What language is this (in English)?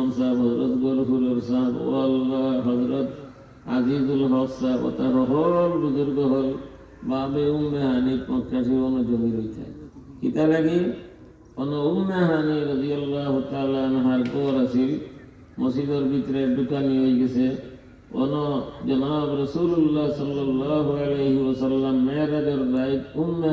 Sylheti